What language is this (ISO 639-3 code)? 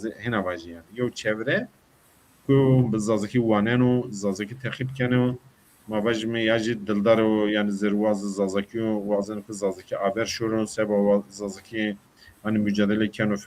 zza